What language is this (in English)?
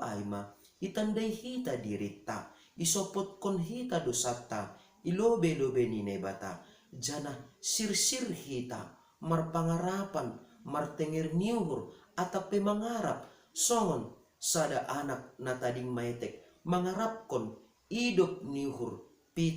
Batak Simalungun